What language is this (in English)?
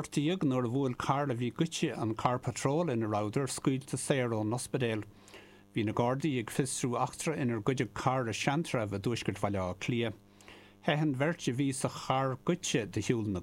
Irish